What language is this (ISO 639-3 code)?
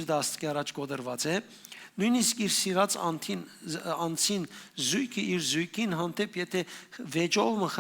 hyw